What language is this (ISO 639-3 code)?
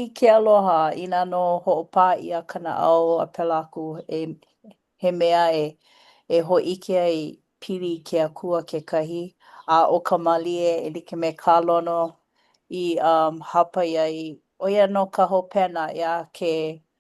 haw